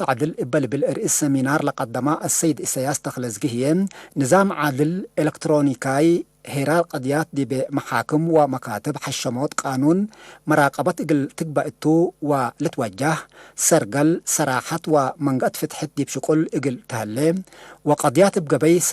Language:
Tigre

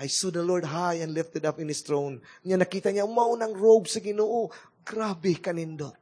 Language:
Cebuano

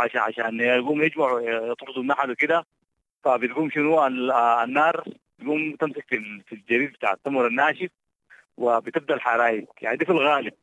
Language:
Sudanese Arabic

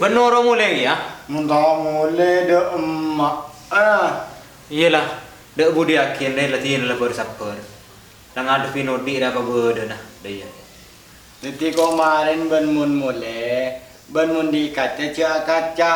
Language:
Madurese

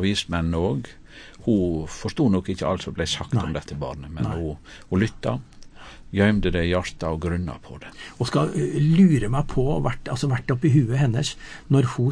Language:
Norwegian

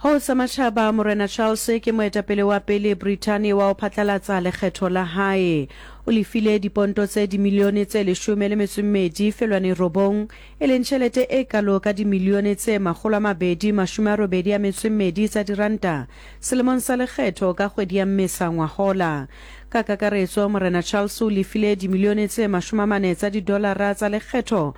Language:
Southern Sotho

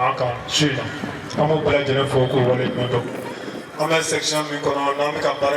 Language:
Bambara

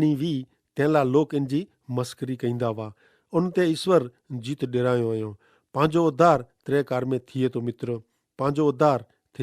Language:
Kachhi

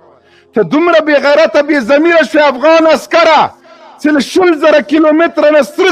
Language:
Pashto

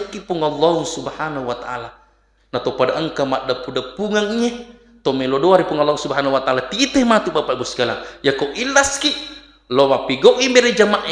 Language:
Buginese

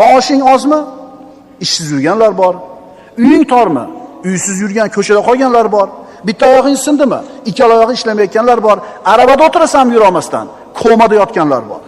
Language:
Uzbek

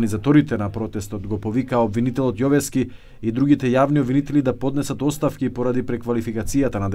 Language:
Macedonian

